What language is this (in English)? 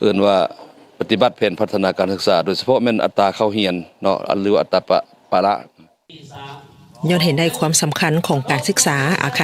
Lao